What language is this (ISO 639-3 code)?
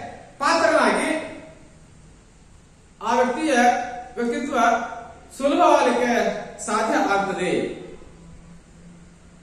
kan